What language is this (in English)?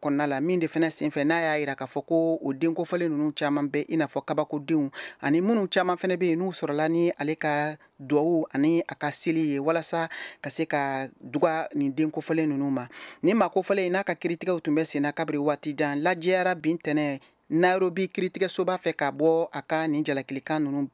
Bambara